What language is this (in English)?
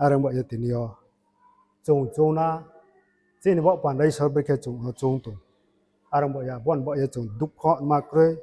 Riang (India)